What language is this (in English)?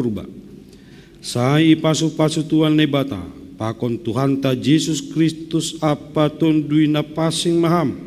Batak Simalungun